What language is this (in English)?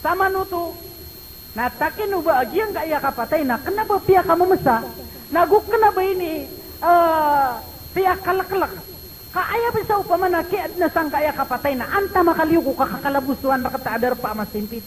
Maranao